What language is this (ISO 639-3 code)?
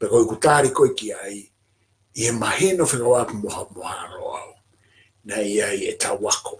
ton